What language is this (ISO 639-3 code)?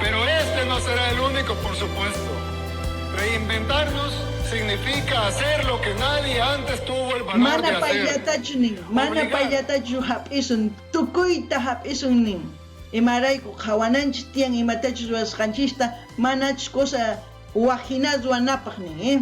quh